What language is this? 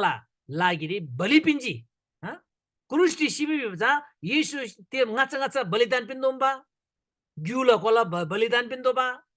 Eastern Tamang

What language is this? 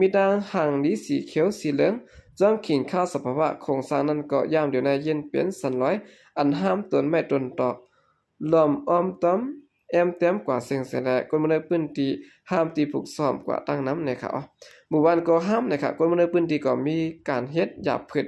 Shan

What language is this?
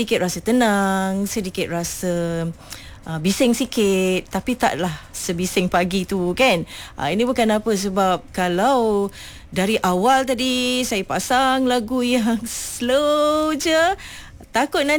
Malay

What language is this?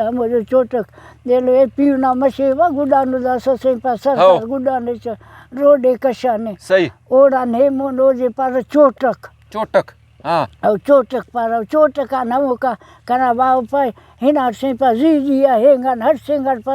Brahui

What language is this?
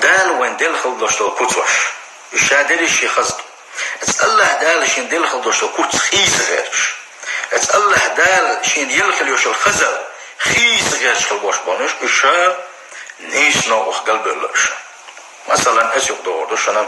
Chechen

